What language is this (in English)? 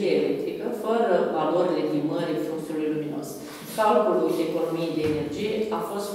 Romanian